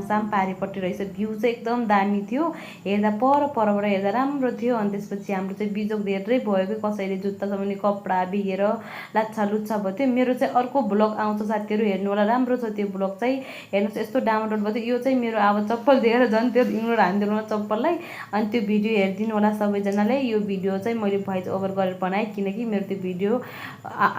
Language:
Nepali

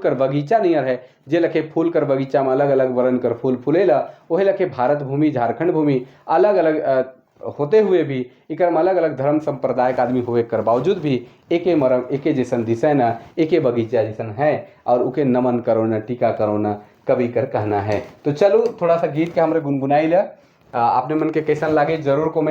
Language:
Sadri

